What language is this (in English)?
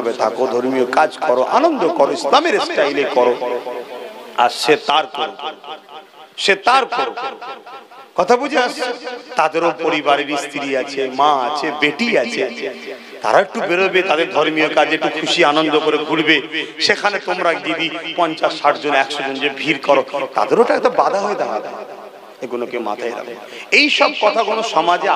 Bangla